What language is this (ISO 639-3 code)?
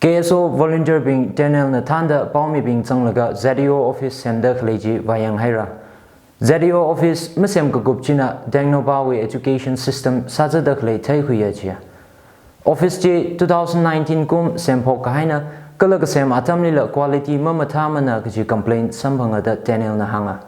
nmf